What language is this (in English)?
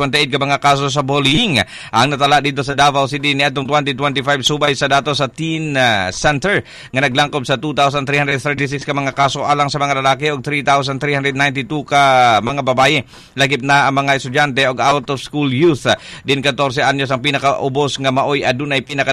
Cebuano